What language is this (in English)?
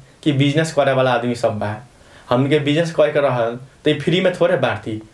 Bhojpuri